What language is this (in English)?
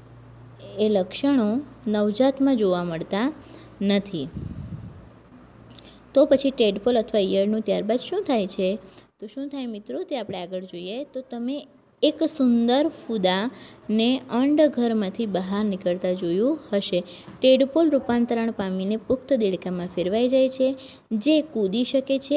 Gujarati